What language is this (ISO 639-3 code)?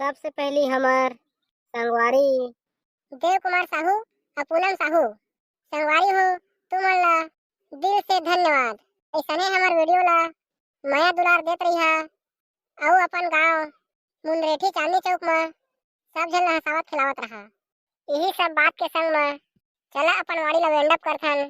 hne